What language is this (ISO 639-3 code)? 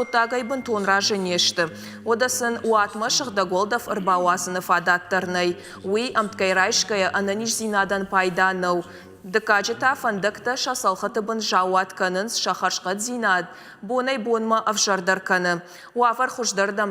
oss